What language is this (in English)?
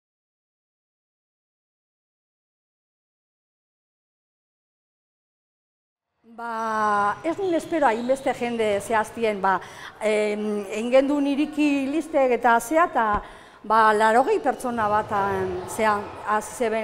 Basque